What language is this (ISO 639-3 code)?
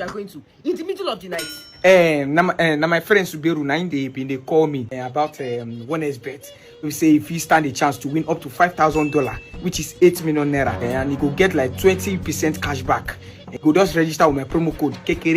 pcm